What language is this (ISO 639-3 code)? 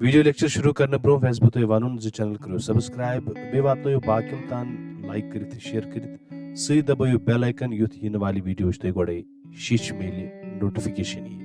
kas